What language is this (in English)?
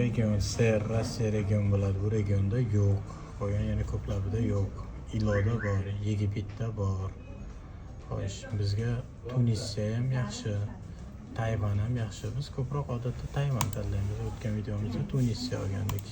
Uzbek